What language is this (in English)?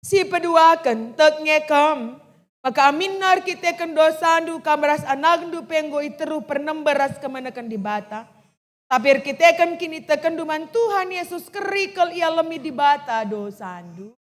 Batak Karo